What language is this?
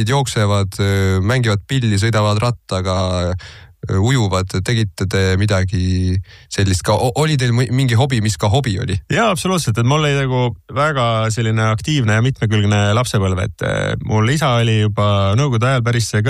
Estonian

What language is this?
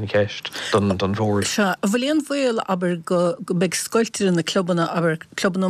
Irish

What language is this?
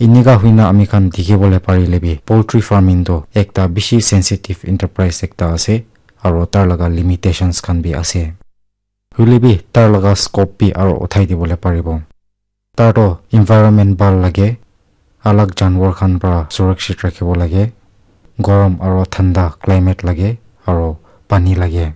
Naga Pidgin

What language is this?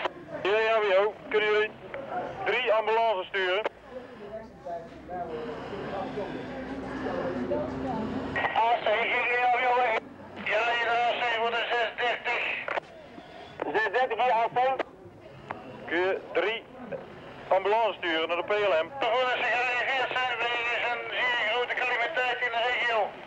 Dutch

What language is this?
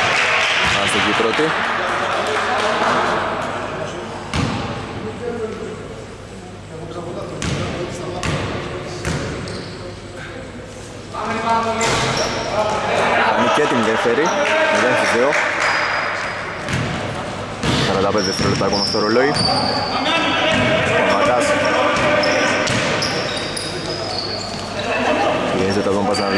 Greek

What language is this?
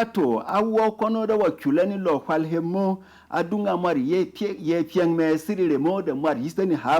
Berom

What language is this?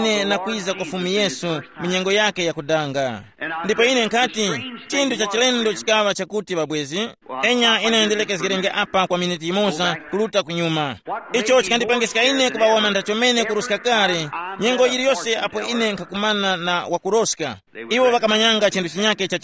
Tumbuka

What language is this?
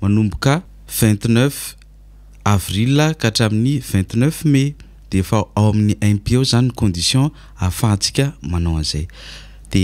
Malagasy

